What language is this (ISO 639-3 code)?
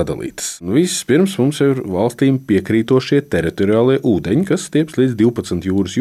lav